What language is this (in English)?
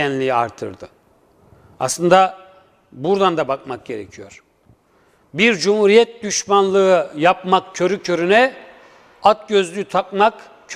Turkish